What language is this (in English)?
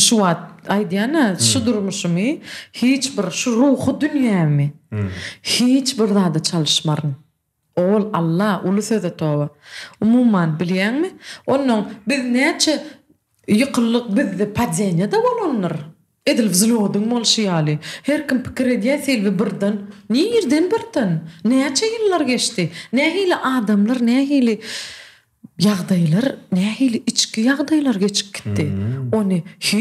Turkmen